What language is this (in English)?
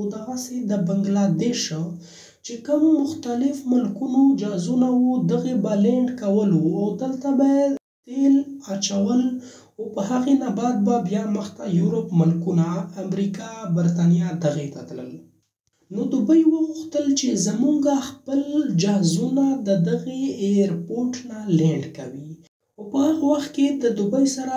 Pashto